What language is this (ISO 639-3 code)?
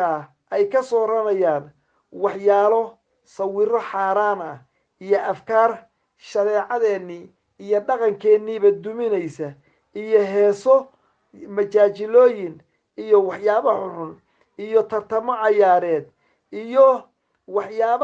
som